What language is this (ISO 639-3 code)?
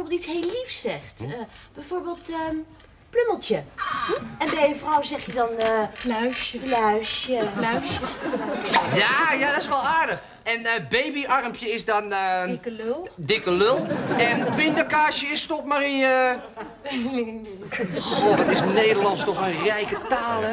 nld